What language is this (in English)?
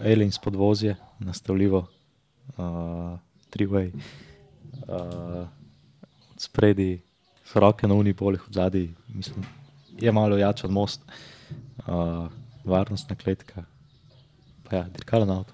Slovenian